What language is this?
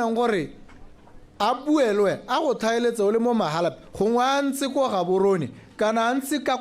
Tswana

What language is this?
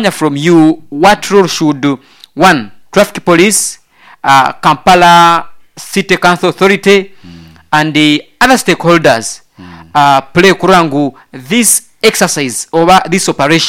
Nyoro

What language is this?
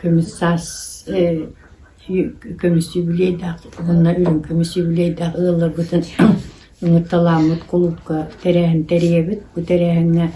Yakut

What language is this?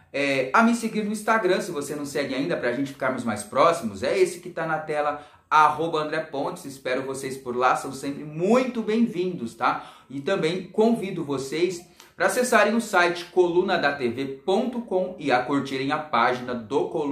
Portuguese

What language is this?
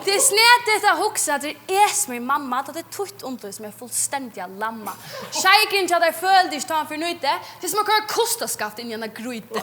Faroese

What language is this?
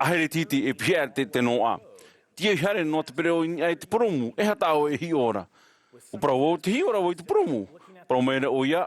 Tahitian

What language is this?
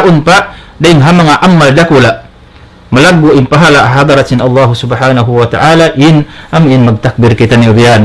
Tausug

